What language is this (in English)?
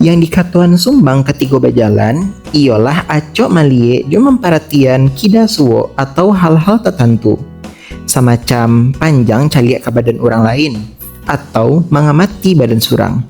Minangkabau